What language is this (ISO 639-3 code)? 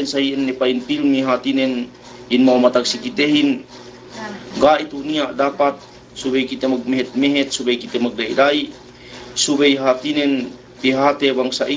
yka